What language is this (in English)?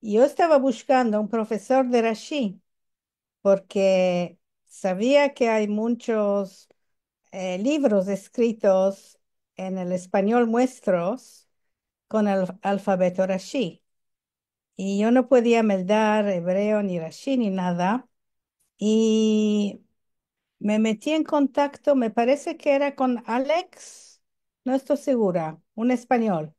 Ladino